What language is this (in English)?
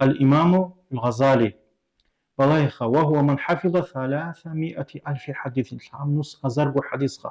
Avaric